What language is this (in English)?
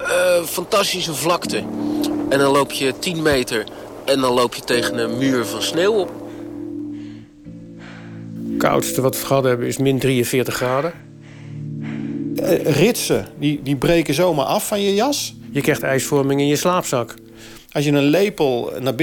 Dutch